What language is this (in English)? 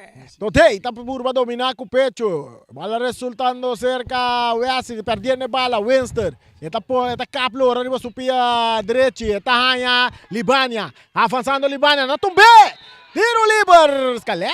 Papiamento